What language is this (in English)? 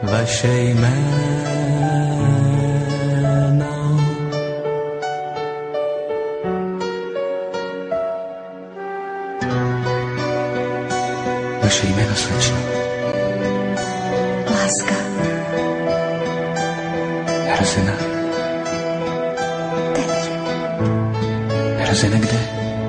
Czech